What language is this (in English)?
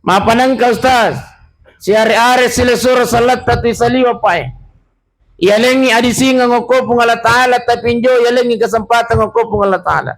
Buginese